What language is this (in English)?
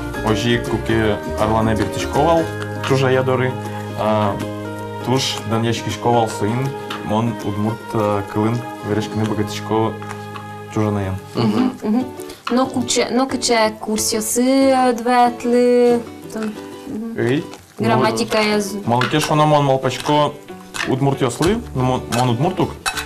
Udmurt